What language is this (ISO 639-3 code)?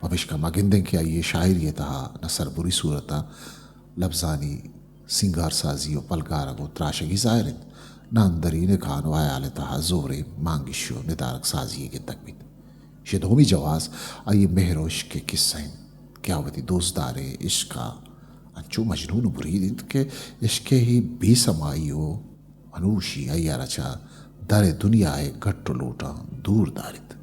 bgp